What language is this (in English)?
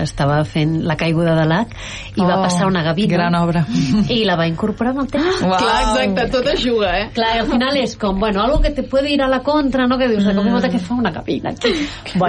Catalan